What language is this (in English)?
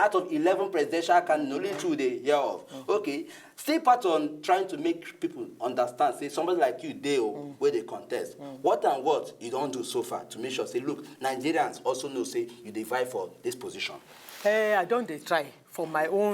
Nigerian Pidgin